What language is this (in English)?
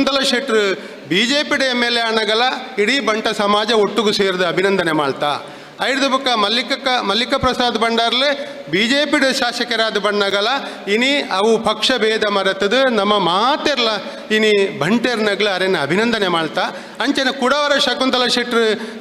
Tulu